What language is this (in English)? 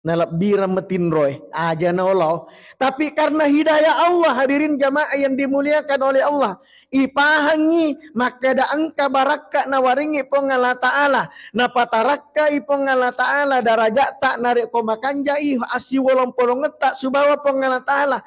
Buginese